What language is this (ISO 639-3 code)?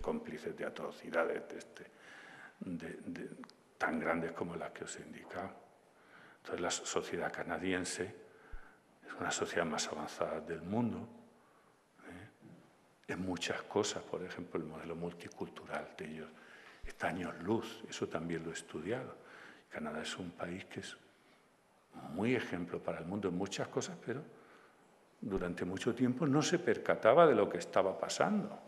spa